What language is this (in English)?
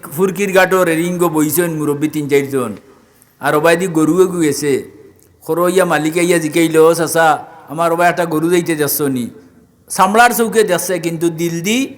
Sylheti